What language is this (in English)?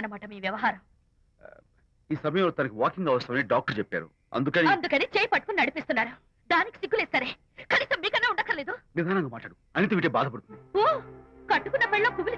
Telugu